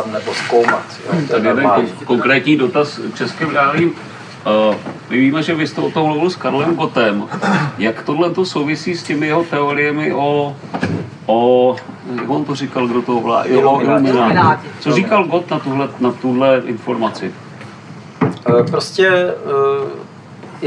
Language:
Czech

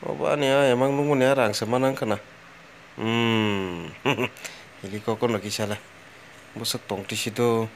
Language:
Kok Borok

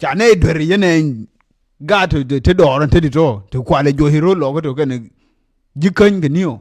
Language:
Nuer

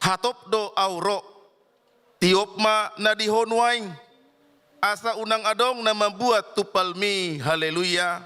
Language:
Batak Toba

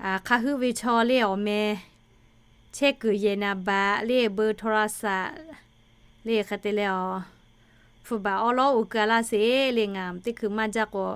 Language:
Lahu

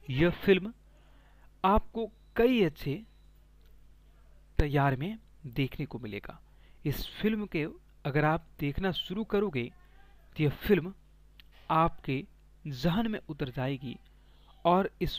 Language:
Hindi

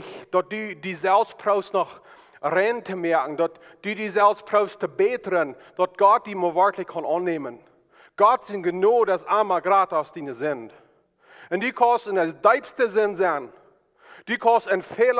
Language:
Plautdietsch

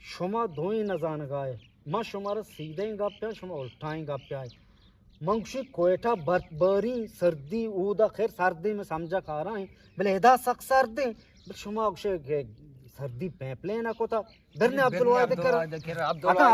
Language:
Eastern Balochi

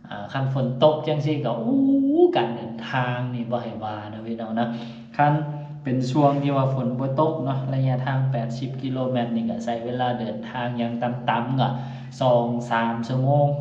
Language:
Lao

